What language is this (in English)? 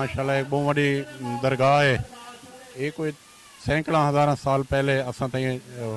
Saraiki